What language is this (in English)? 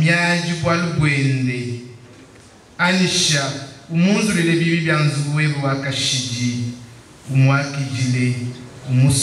Luba-Lulua